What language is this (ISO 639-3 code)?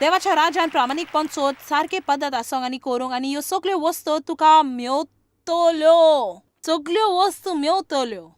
kok